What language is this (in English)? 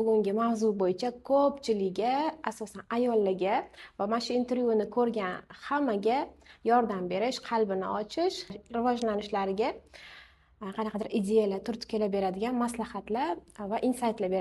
Uzbek